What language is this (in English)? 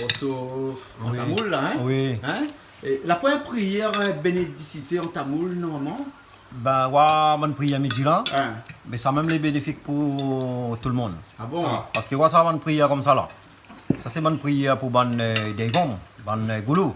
Réunion Creole French